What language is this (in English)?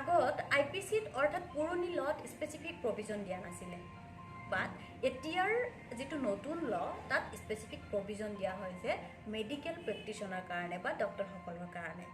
Assamese